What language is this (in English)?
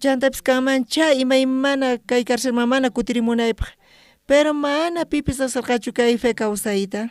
South Bolivian Quechua